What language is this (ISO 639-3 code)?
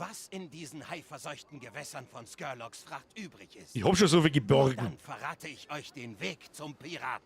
bar